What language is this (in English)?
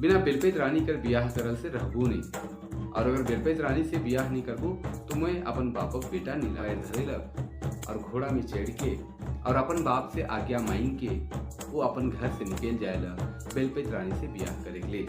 Sadri